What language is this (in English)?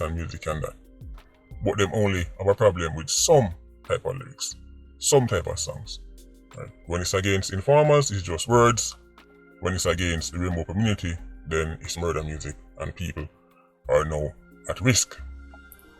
Jamaican Creole English